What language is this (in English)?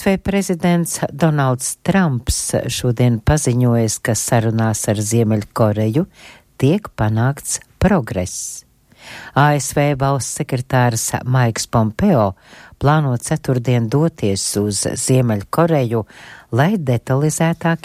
Latvian